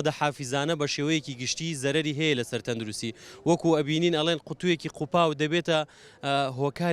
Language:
Central Kurdish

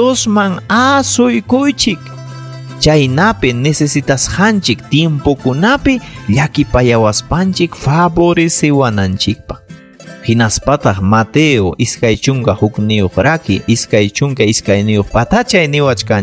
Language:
Ayacucho Quechua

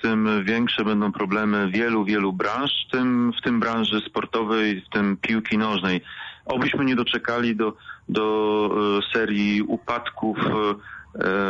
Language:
Polish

